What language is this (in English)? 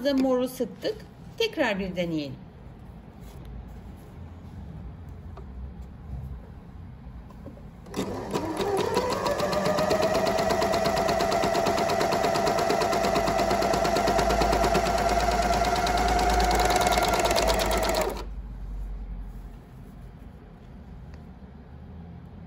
Turkish